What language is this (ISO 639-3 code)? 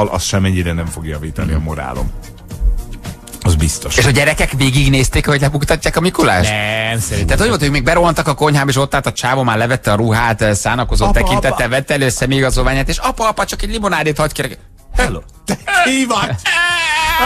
hun